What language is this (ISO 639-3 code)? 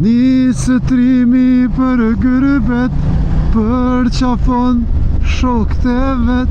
sqi